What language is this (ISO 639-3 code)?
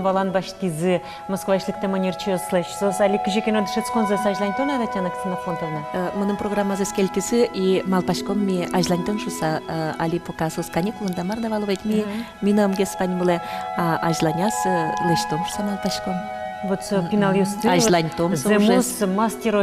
udm